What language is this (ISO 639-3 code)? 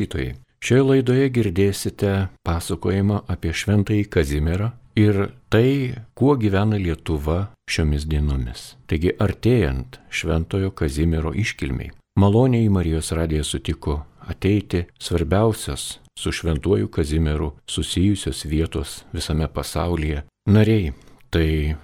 lit